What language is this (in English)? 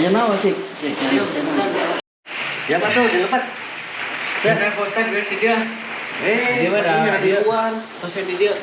Sundanese